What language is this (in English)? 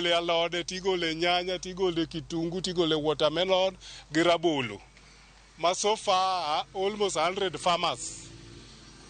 Luo (Kenya and Tanzania)